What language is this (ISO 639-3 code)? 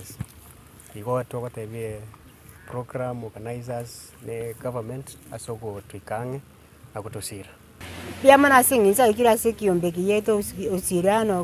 guz